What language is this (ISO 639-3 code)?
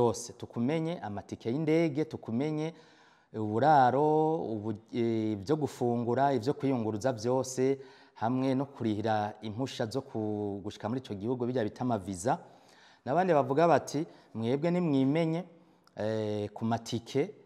run